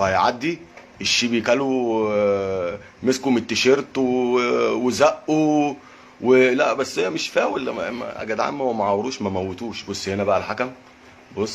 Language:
Egyptian Arabic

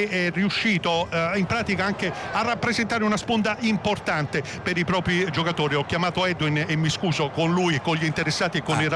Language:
Italian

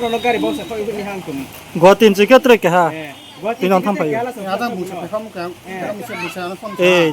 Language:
Riang (India)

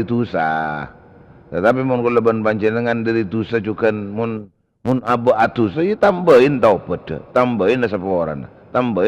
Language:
Madurese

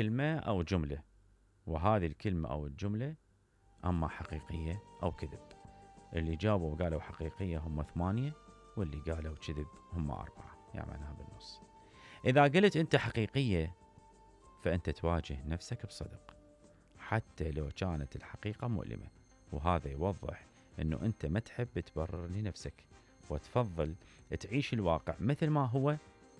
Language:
Mesopotamian Arabic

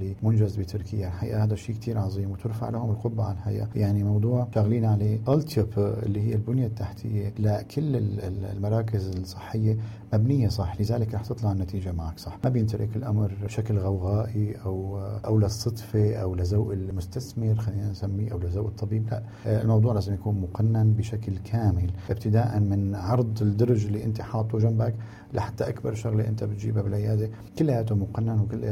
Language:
North Levantine Arabic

